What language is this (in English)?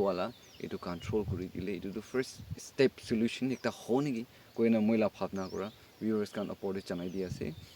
Naga Pidgin